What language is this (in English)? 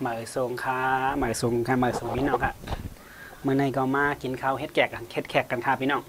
Shan